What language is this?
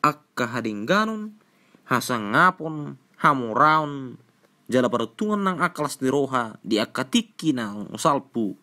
Batak Toba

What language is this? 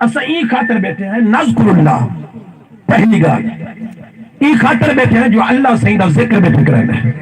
Saraiki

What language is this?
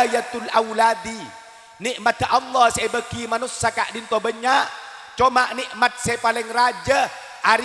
Madurese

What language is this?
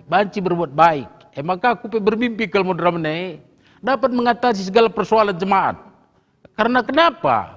Batak Karo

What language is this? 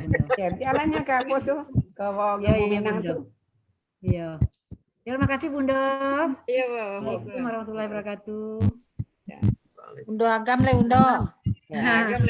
Minangkabau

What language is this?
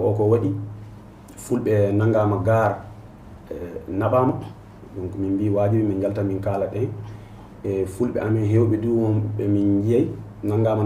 Fula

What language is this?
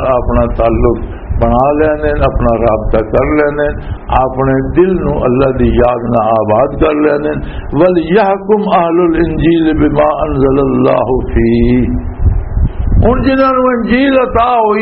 Western Panjabi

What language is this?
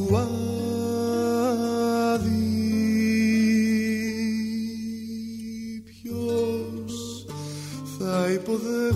Greek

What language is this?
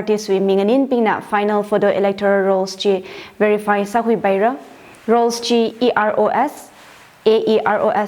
Tangkhul Naga (India)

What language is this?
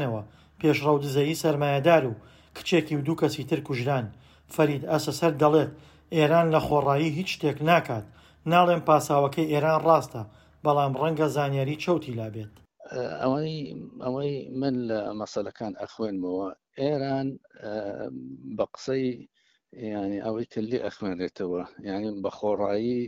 Central Kurdish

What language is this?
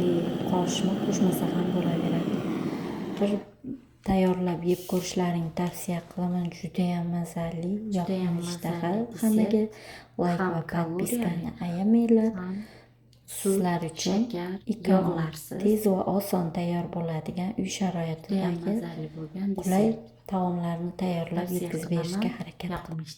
Uzbek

